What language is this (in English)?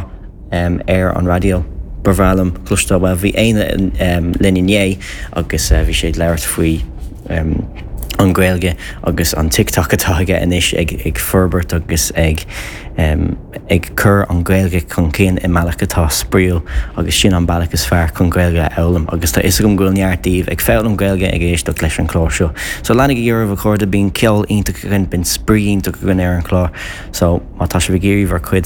Irish